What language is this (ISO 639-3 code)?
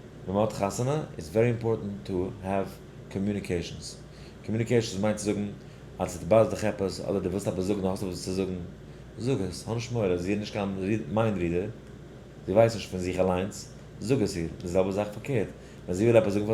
yid